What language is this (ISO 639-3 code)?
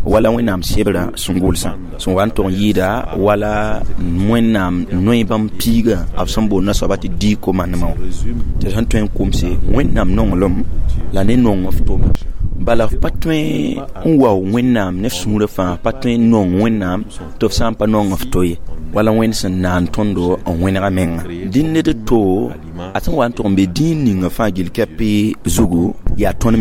mos